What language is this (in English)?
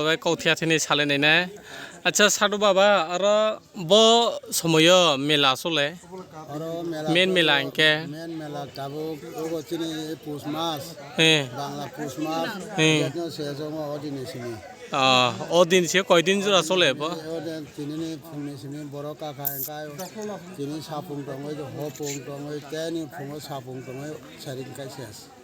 Kok Borok